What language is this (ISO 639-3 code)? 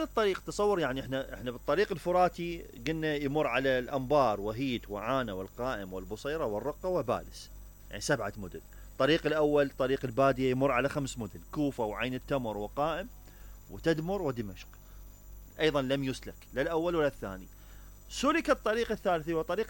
acm